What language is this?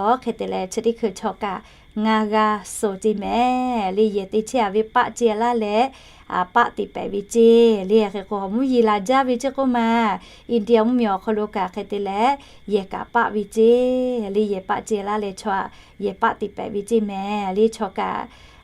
Lahu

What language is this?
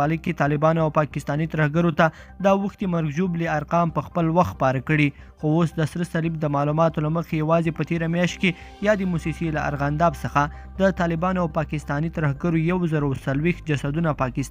Pashto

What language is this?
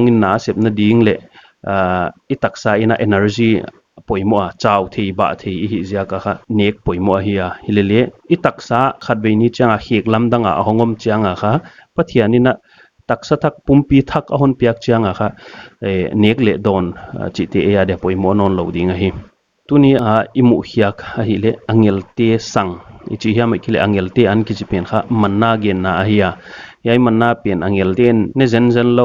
Paite Chin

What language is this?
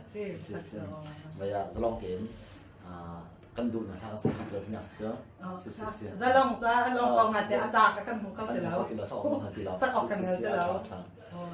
Hakha Chin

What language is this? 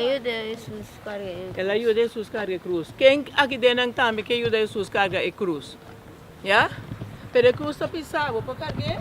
Papiamento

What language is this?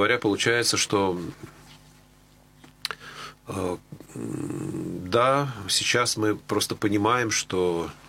Russian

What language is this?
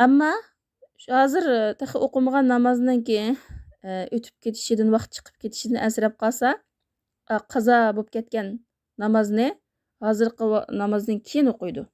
Uyghur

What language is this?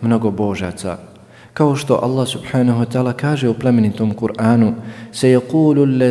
Bosnian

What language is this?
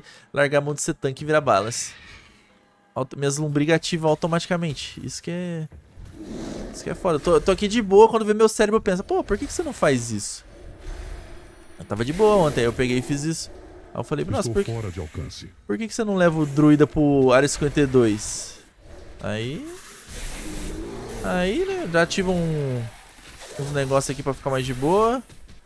Portuguese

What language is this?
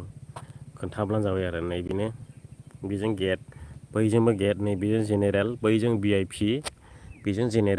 Bodo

